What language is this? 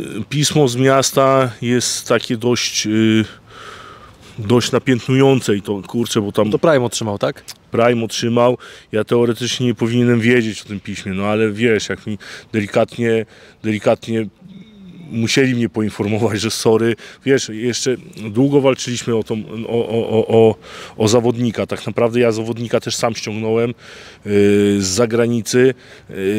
Polish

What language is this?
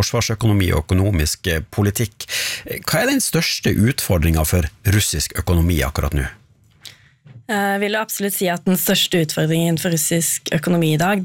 Norwegian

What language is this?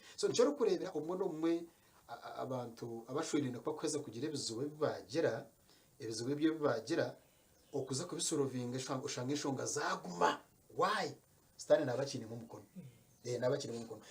Nyankole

